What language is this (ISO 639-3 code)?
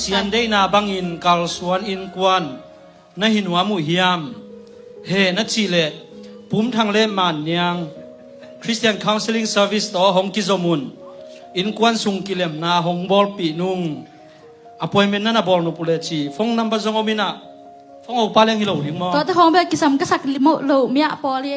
ctd